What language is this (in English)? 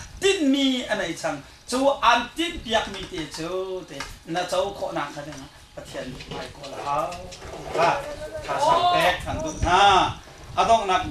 Hakha Chin